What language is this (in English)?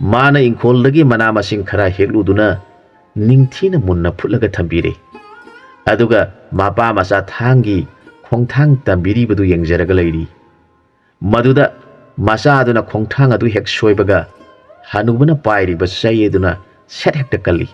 Manipuri